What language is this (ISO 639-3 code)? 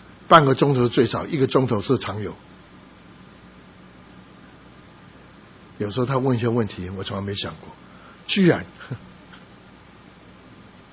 zho